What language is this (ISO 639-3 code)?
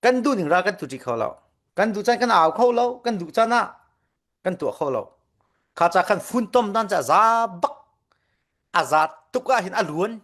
cfm